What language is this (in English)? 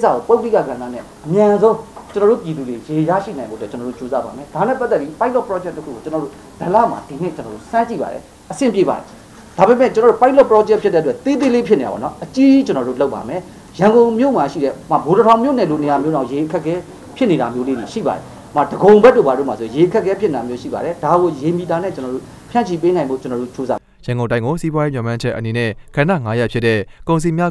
Burmese